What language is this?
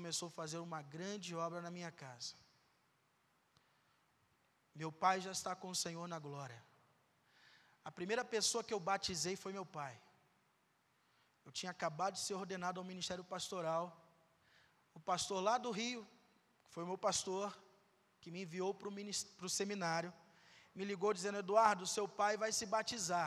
Portuguese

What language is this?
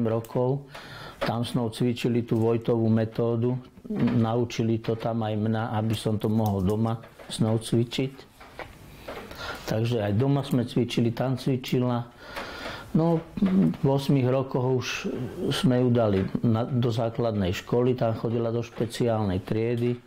Slovak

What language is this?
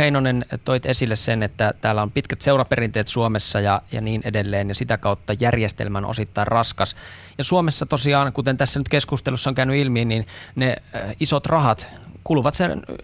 Finnish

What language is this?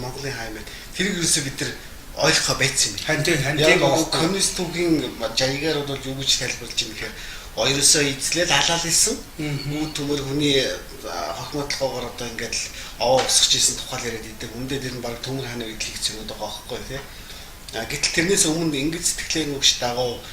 Mongolian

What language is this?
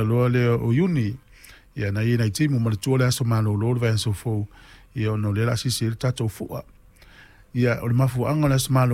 Samoan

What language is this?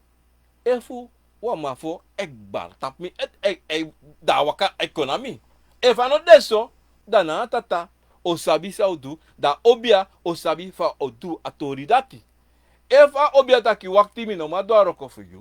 Sranan Tongo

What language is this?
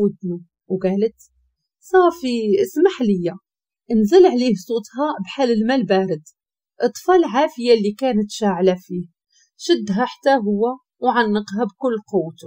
Moroccan Arabic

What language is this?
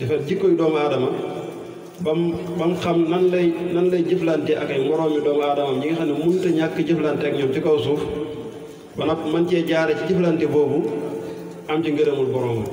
Wolof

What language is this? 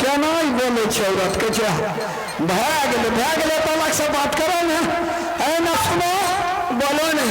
Maithili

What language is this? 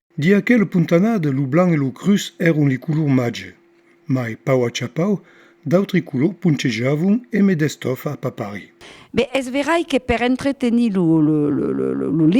Occitan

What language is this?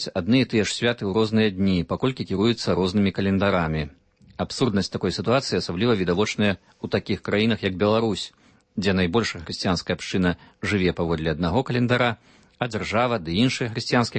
Belarusian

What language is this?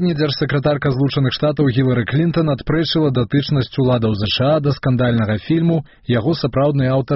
Belarusian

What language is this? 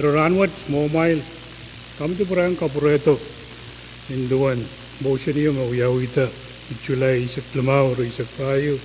Pohnpeian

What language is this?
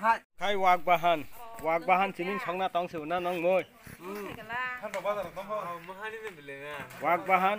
Kok Borok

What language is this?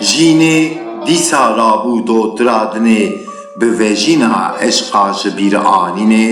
Kurdish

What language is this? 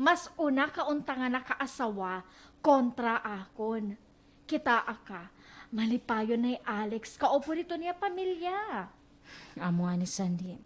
Waray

